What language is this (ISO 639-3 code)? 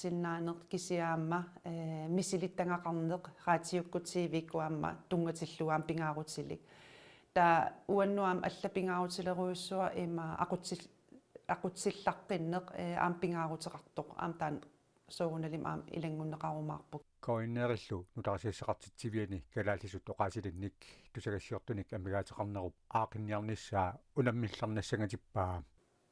kal